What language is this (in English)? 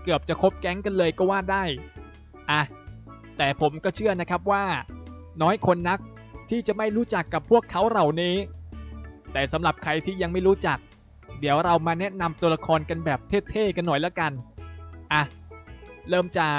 Thai